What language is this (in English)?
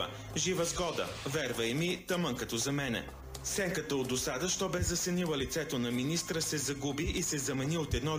Bulgarian